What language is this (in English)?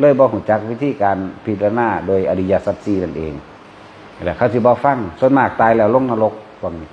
Northeastern Thai